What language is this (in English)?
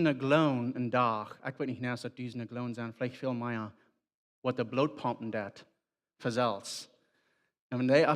Plautdietsch